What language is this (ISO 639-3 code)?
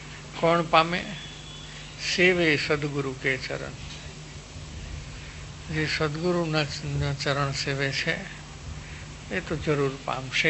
guj